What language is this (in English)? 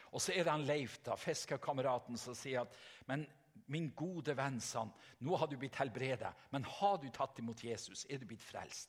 Norwegian